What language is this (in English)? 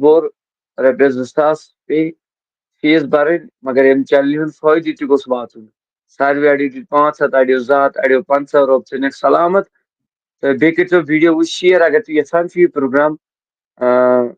Kashmiri